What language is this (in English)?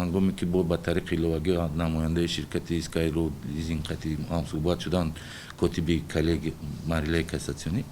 Tajik